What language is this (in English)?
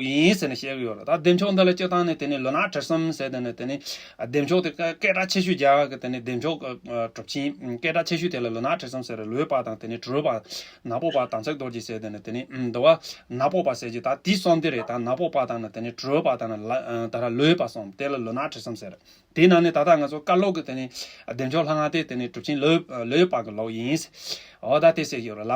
Tibetan